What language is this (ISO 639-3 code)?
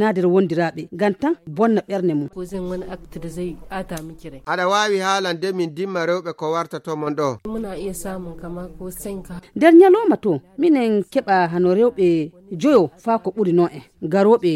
fuv